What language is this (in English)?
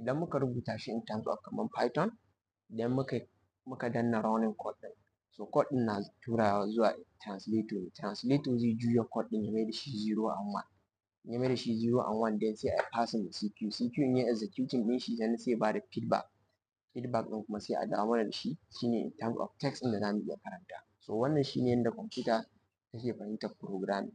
Hausa